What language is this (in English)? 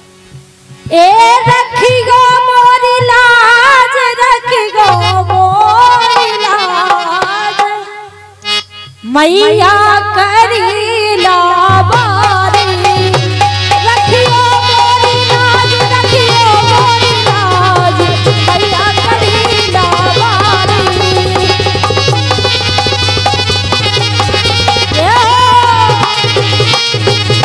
Bundeli